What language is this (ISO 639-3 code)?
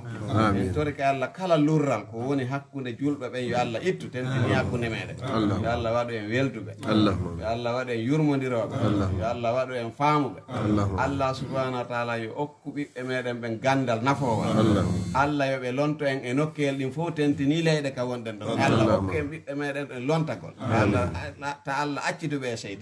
ful